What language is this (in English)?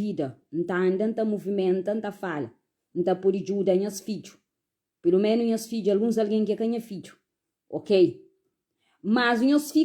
Kabuverdianu